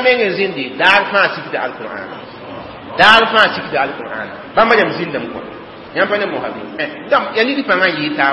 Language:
Mossi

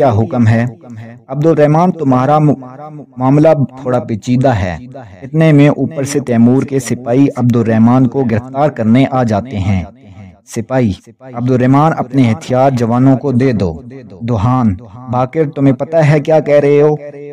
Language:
Urdu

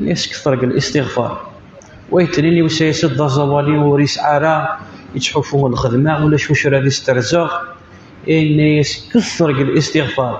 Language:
Kabyle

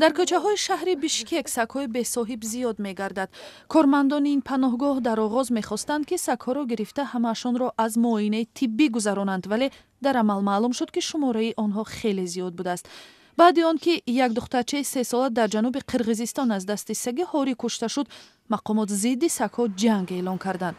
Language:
Tajik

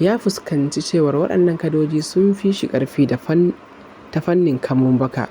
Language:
Hausa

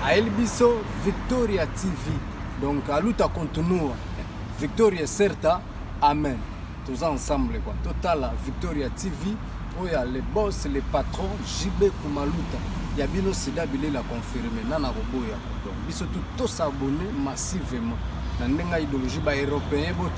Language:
Lingala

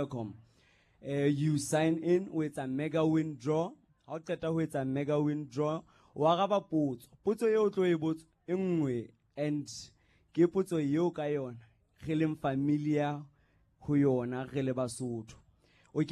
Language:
Southern Sotho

